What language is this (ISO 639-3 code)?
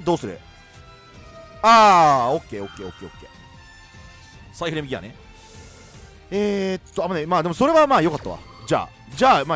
jpn